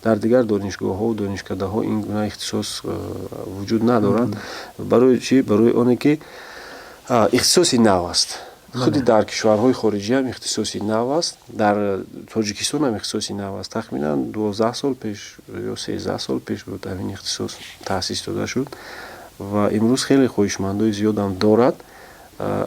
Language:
Tajik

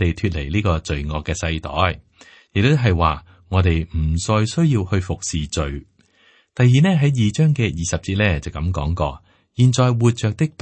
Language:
Cantonese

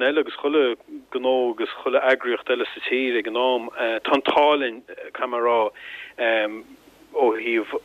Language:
Irish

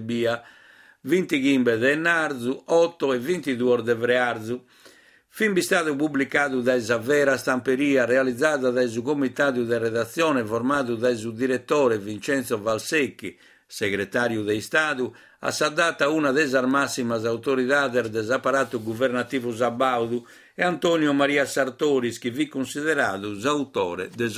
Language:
Sardinian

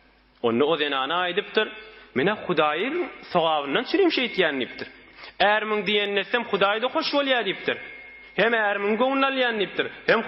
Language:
Turkmen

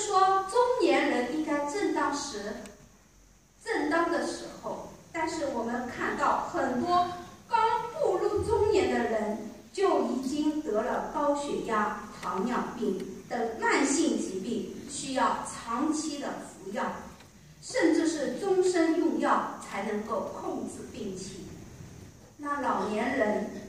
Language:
Chinese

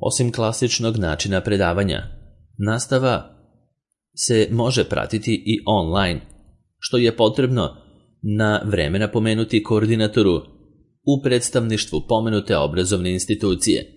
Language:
Serbian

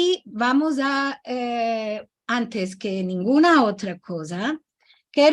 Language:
Ladino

